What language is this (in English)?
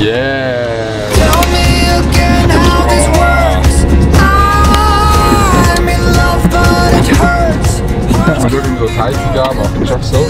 Swiss German